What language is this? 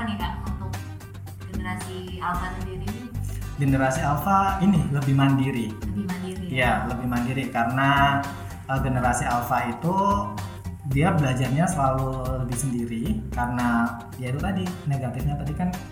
Indonesian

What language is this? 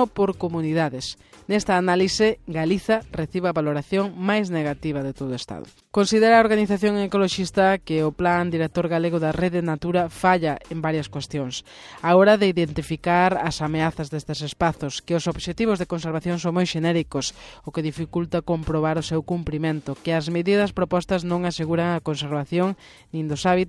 Galician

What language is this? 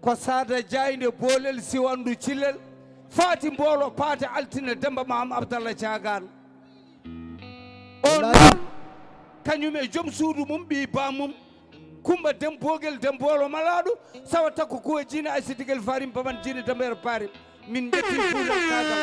Fula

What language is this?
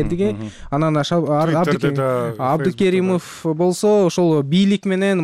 Kyrgyz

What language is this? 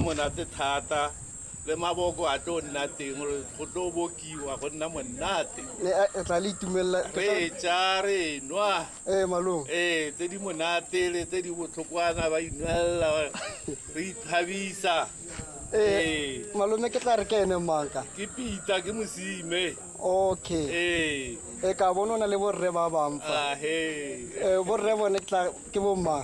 Tswana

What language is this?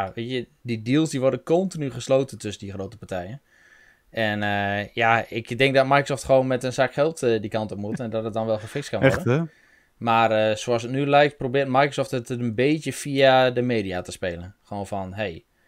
Dutch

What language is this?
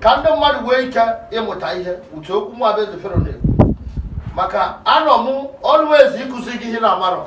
Igbo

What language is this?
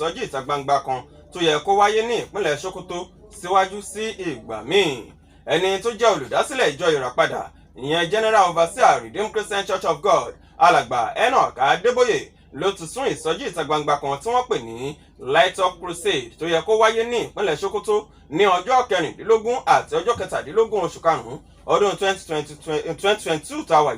Yoruba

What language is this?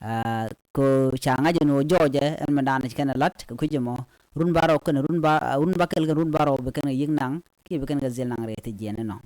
Nuer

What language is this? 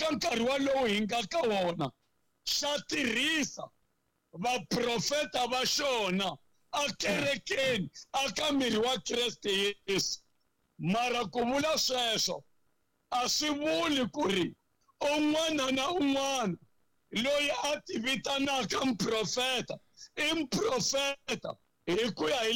Tsonga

